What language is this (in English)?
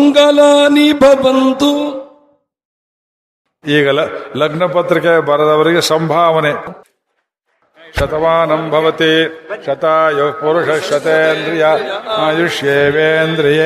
Kannada